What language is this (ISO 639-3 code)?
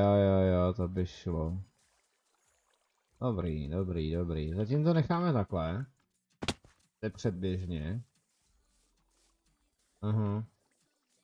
ces